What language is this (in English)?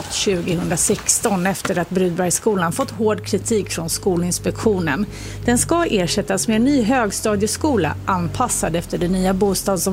Swedish